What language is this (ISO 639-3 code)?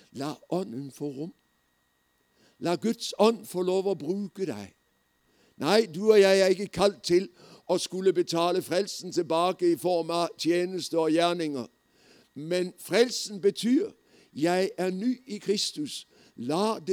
nor